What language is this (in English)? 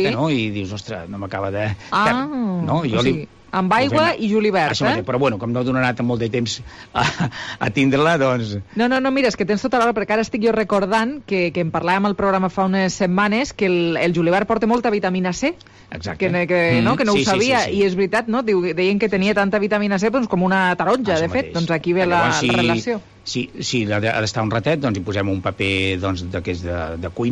Catalan